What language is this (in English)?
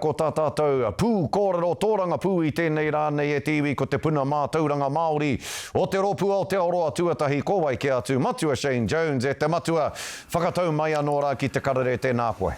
Māori